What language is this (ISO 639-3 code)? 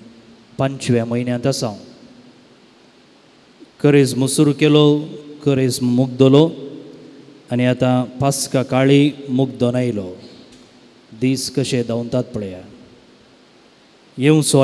kok